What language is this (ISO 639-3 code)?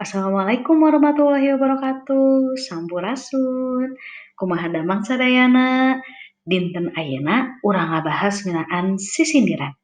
sun